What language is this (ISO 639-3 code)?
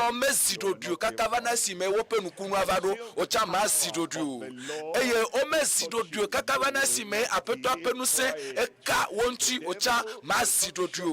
ewe